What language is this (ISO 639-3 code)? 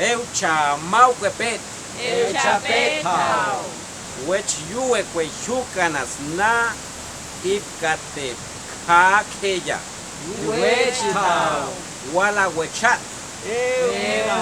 pbb